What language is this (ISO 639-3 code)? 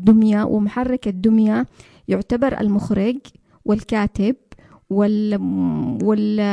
ara